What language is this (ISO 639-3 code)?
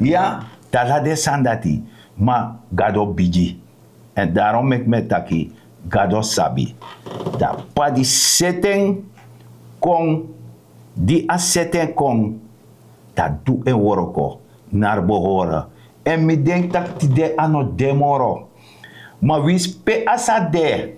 srn